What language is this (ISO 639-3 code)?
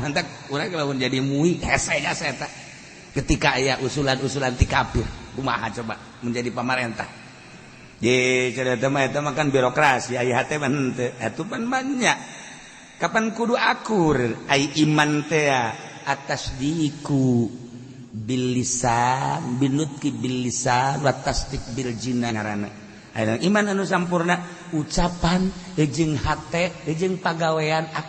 sun